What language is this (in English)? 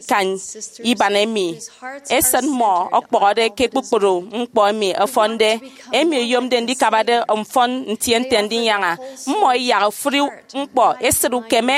Efik